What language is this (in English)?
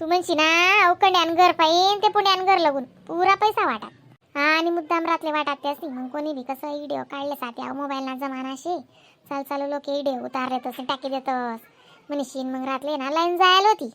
Khandesi